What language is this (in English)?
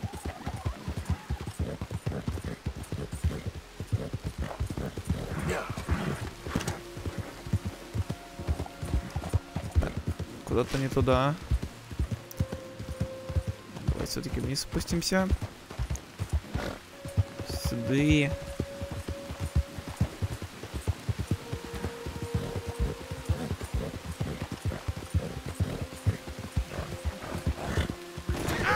Russian